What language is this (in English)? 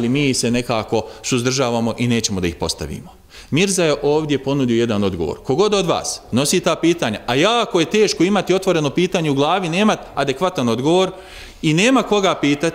Bosnian